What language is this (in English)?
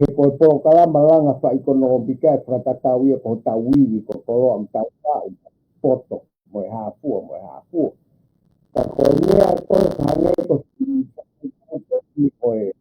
Tongan